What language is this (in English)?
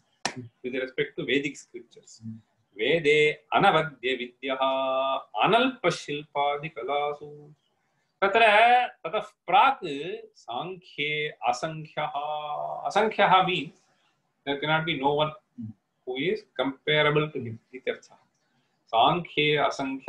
Sanskrit